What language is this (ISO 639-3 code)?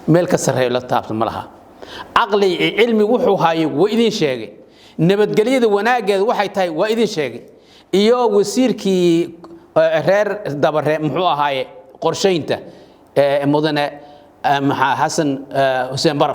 som